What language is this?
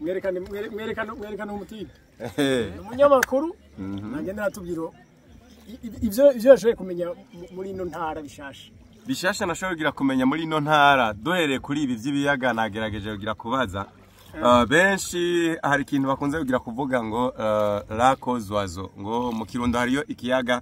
Rundi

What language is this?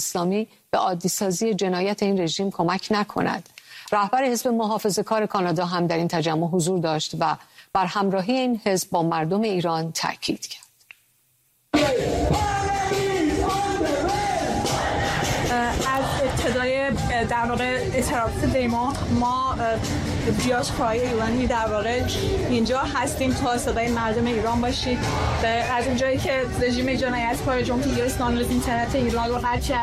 Persian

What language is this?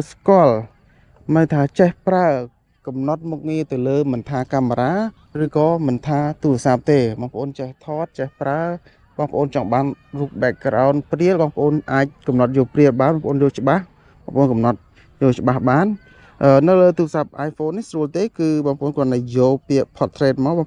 Khmer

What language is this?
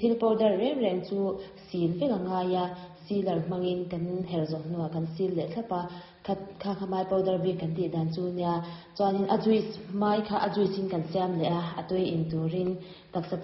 Mizo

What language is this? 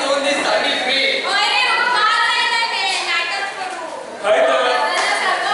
Konkani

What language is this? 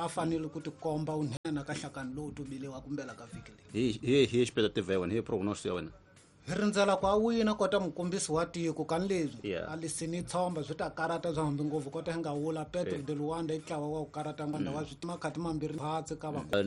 Tsonga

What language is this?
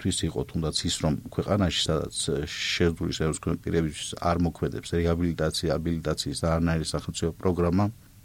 Georgian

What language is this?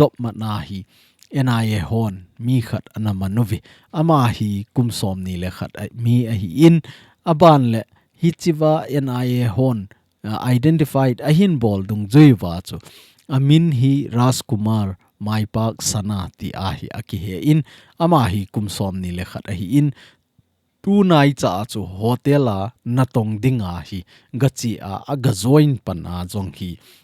Thado Chin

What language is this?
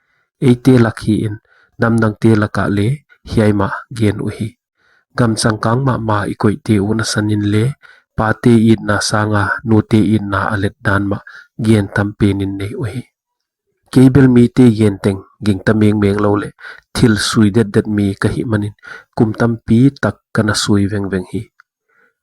Paite Chin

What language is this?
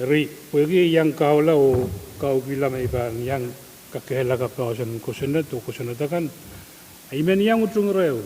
Pohnpeian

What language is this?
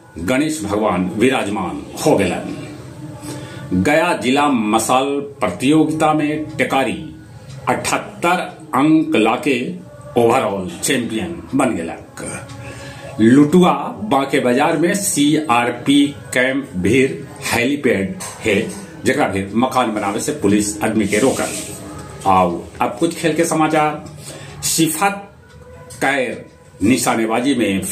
Magahi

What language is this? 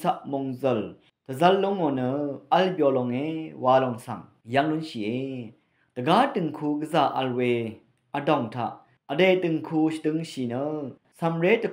Rawang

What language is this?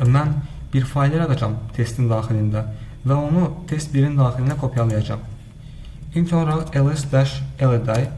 Azerbaijani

